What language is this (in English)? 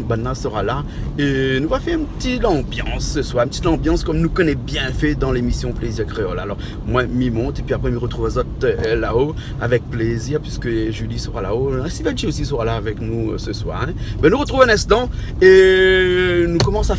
Réunion Creole French